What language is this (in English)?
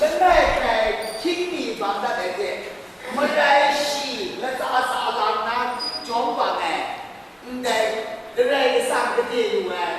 Kachin